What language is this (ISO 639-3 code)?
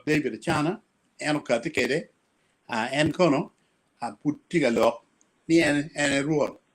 ach